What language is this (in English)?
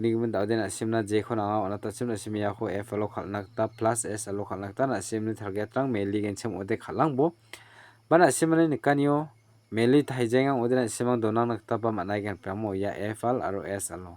Garo